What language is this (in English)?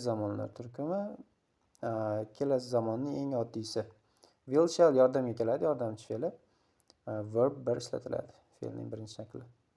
Uzbek